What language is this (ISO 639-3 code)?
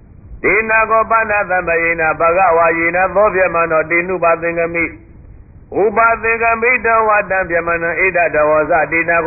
mya